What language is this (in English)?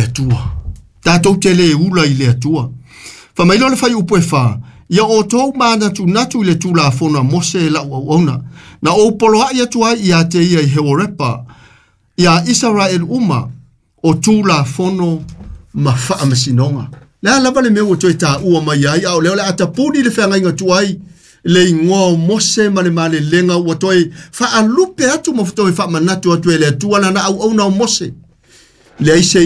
Samoan